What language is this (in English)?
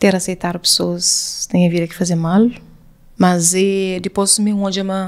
Kabuverdianu